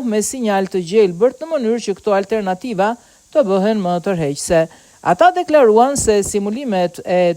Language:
Albanian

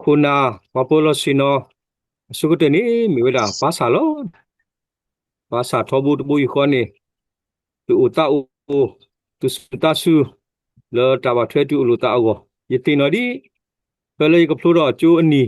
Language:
S'gaw Karen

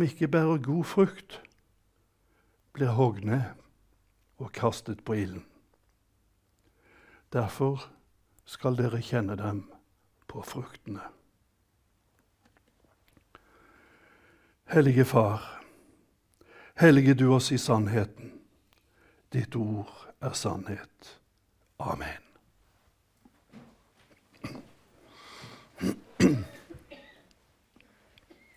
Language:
Norwegian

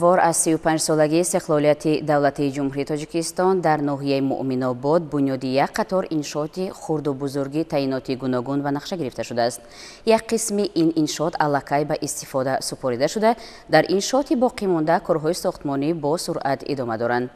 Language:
Tajik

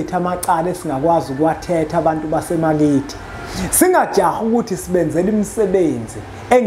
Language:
Zulu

